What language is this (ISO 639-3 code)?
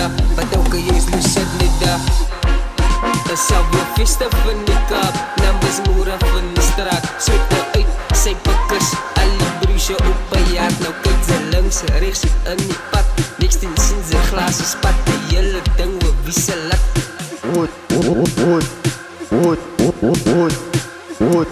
afr